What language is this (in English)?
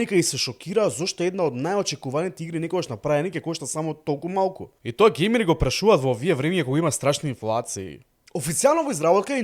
Macedonian